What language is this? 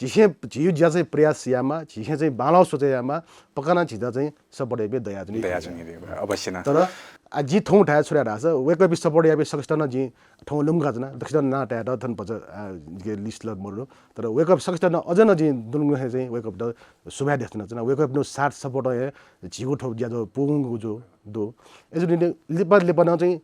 Newari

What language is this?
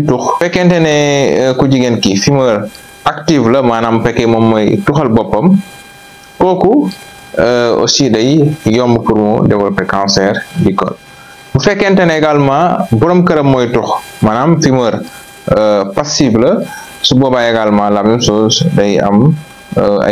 Wolof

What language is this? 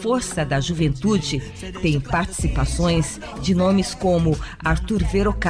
Portuguese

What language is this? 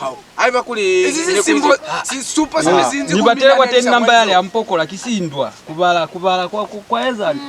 Lozi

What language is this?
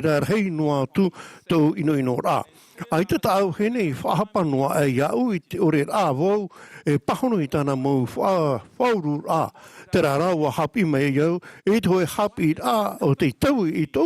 Tahitian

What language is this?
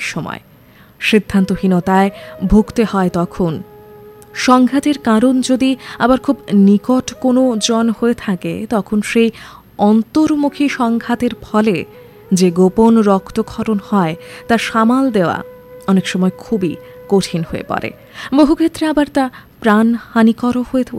Bangla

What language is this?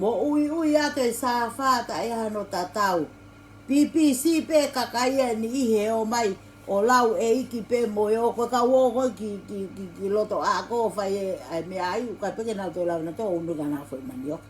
Tongan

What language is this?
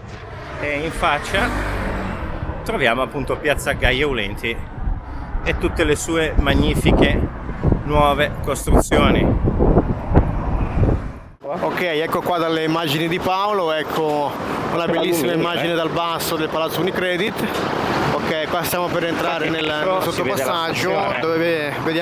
Italian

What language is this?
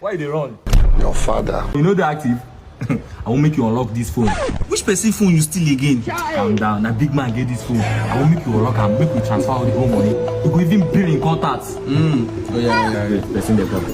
Nigerian Pidgin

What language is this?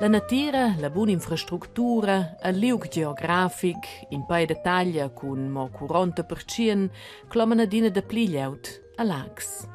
Romansh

